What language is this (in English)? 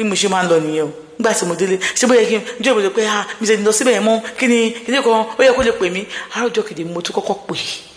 Yoruba